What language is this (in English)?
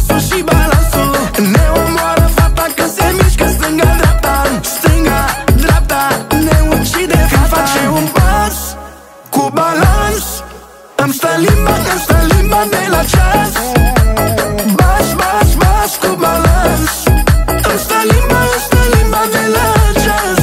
Romanian